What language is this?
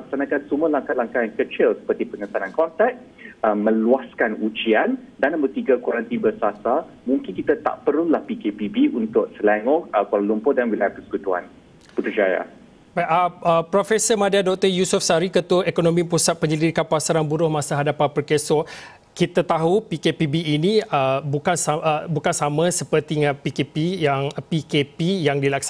Malay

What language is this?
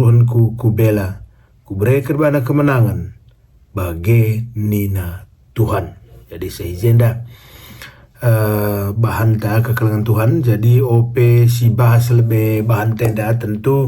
Batak Karo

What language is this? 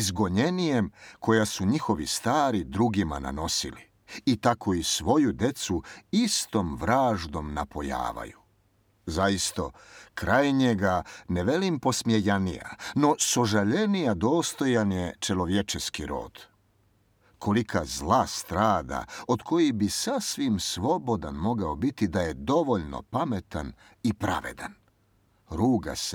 Serbian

